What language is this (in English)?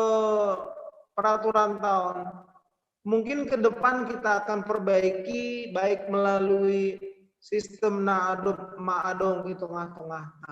Batak Simalungun